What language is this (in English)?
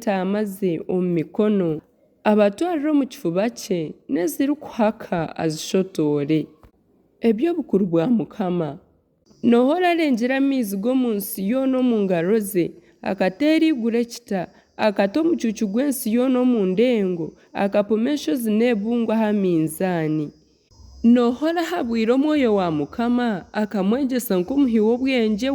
Nyankole